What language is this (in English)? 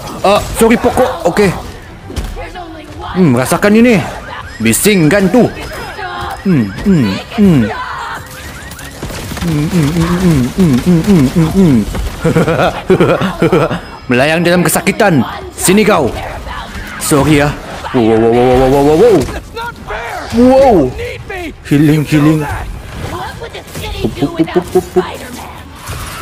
Malay